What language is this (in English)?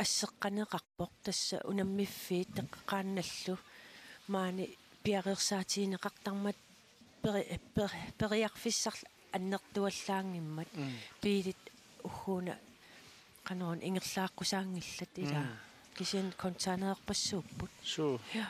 Kalaallisut